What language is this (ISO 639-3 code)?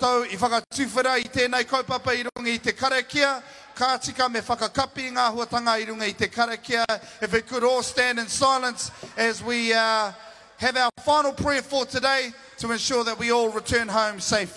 mri